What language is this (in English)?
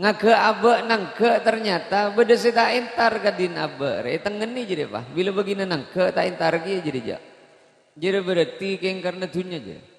Madurese